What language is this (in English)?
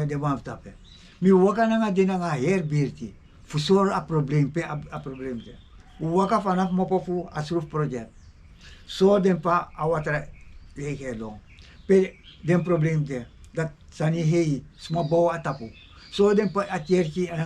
Sranan Tongo